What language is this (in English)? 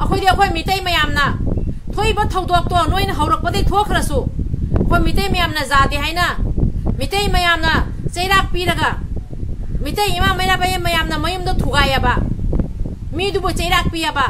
Manipuri